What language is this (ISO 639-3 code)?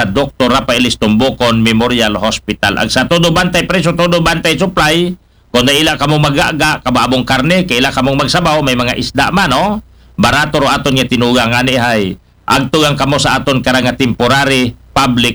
akl